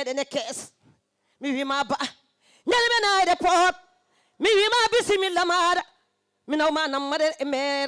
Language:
Fula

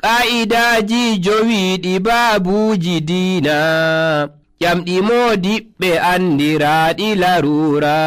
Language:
Nigerian Fulfulde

